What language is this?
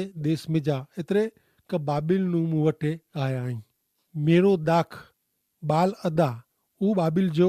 Kachhi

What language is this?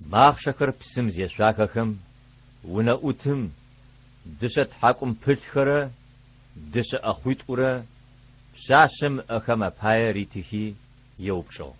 Adyghe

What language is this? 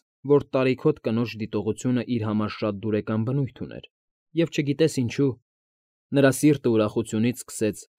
Armenian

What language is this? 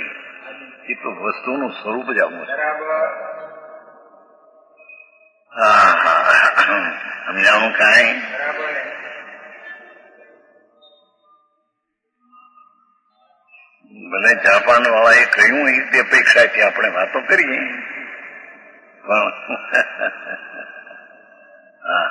Gujarati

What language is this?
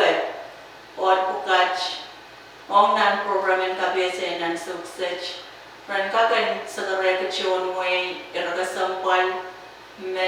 Pohnpeian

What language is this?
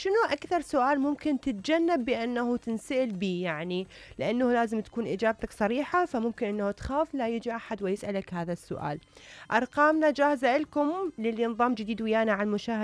Mesopotamian Arabic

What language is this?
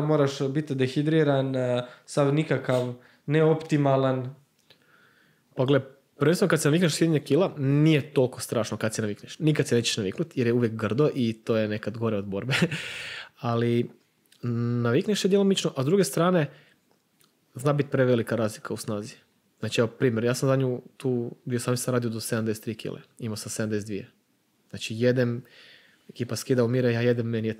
Croatian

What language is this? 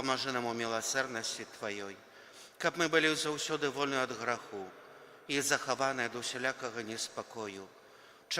Belarusian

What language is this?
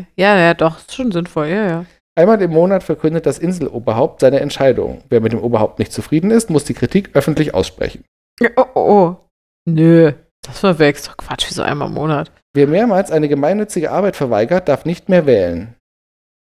German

